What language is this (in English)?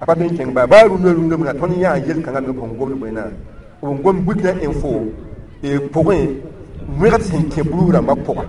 Mossi